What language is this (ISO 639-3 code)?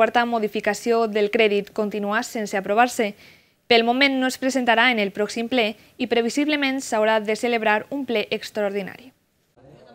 cat